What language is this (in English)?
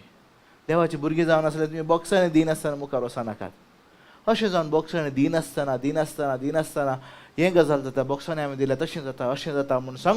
Konkani